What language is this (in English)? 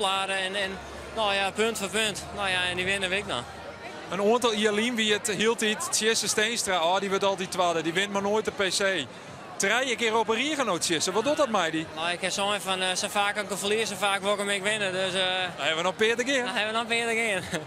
Western Frisian